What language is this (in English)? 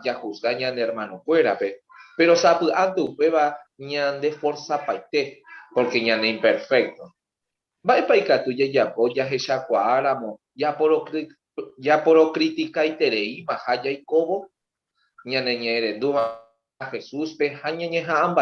Guarani